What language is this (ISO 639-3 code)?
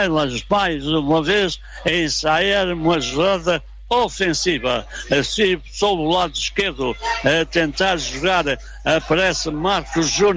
por